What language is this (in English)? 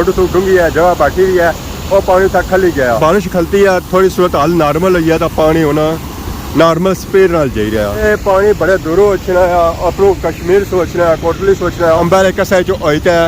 Pahari-Potwari